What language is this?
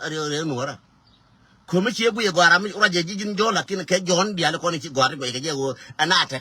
Nuer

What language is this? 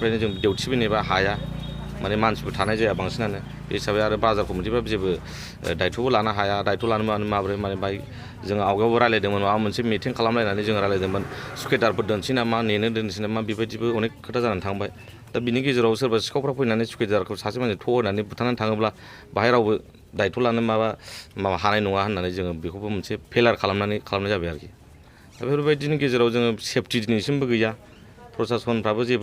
Bodo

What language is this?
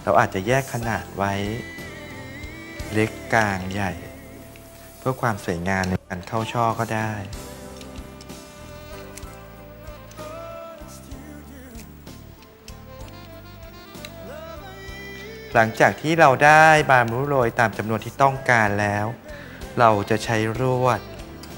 Thai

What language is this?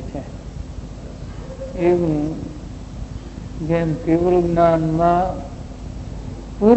Gujarati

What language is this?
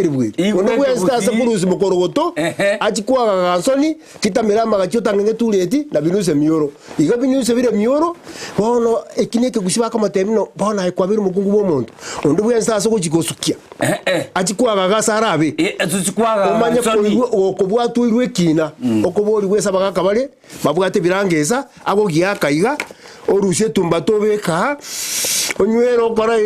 Gusii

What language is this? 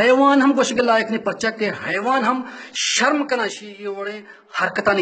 Baluchi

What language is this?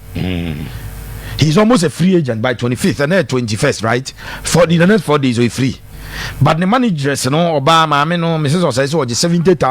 Akan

